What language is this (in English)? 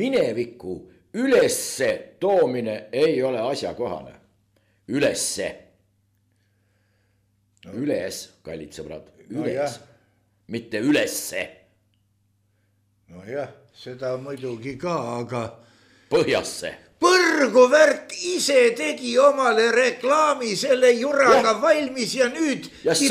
Estonian